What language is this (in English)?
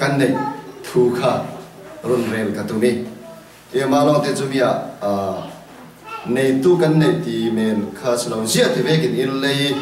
Falam Chin